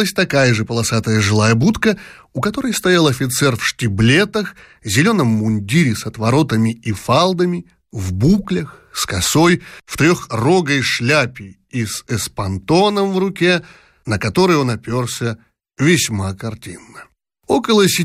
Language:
Russian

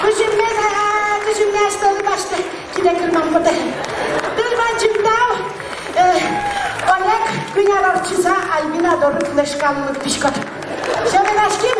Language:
Udmurt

